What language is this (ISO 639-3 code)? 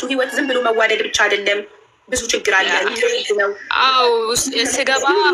amh